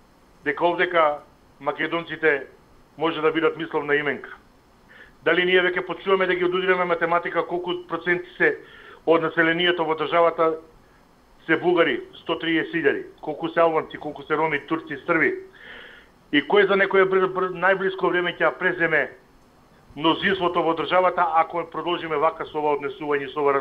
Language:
Macedonian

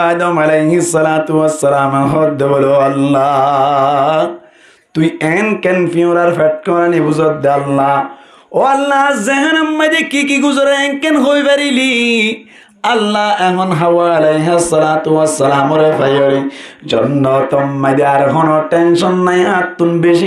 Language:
Rohingya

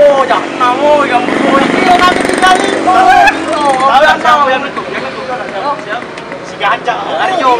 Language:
Musi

